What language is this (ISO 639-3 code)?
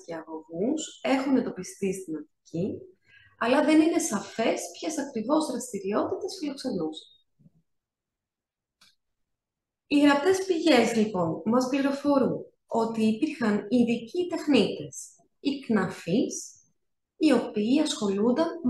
ell